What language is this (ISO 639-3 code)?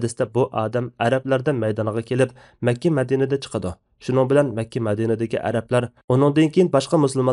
uig